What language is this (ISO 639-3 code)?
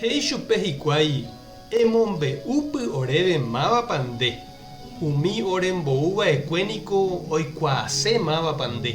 grn